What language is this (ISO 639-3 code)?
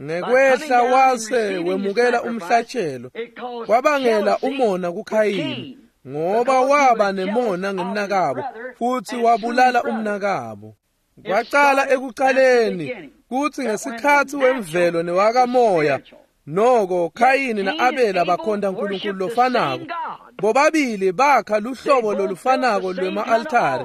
ssw